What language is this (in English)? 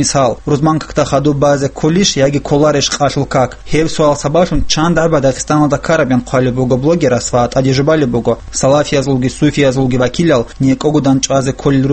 Avaric